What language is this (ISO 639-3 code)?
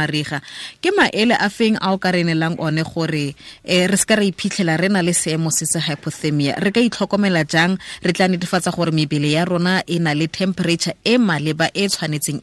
tsn